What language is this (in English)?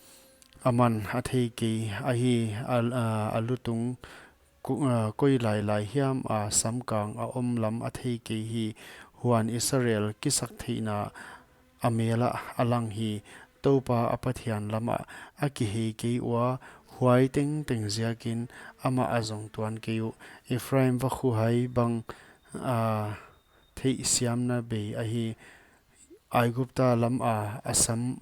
Paite Chin